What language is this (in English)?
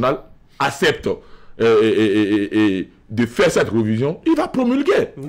French